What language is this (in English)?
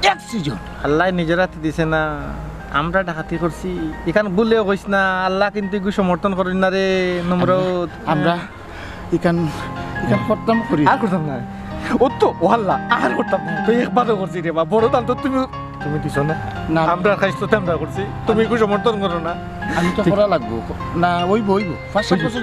Sylheti